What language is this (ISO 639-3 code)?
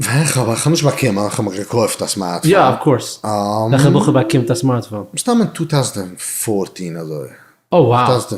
yid